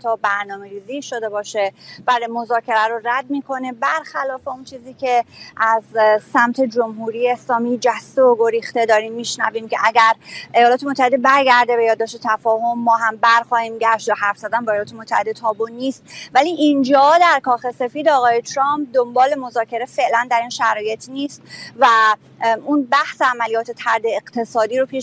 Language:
Persian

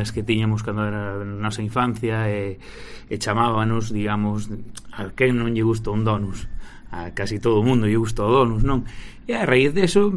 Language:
Galician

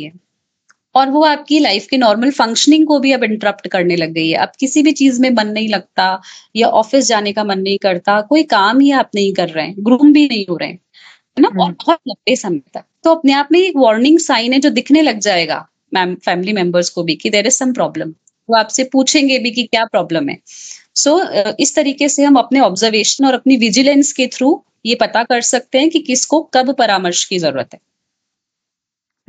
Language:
Hindi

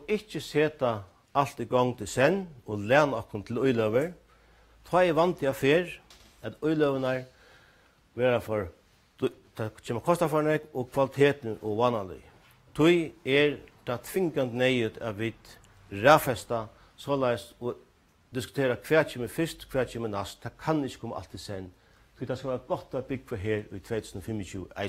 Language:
Faroese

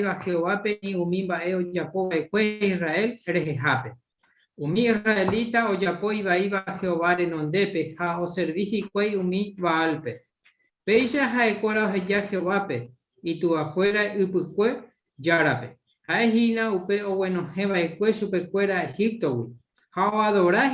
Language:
Guarani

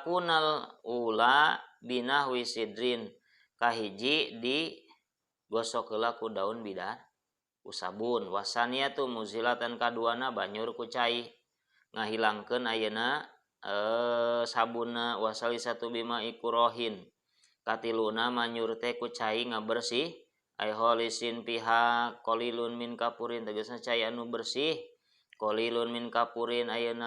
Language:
Sundanese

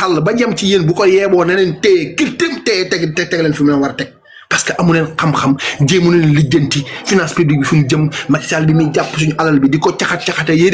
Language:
Wolof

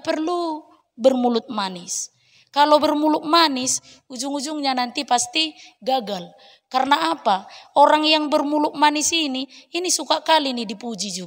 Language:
Batak Toba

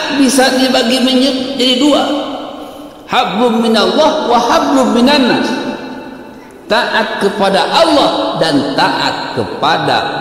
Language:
Indonesian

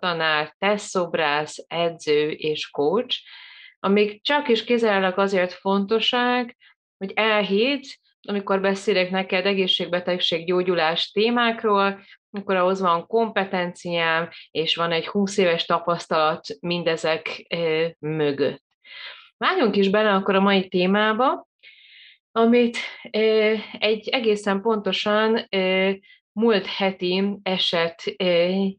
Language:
Hungarian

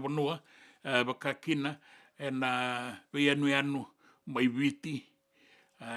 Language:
Fijian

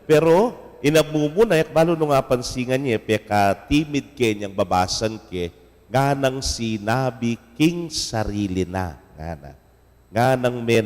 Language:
Pampanga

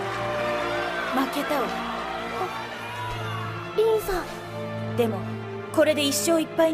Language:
Japanese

